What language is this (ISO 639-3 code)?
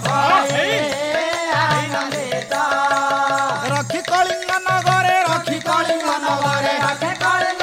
ori